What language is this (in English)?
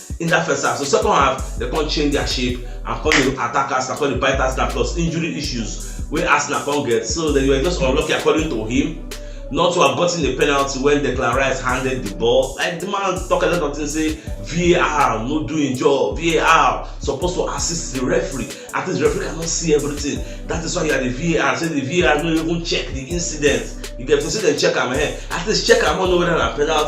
Nigerian Pidgin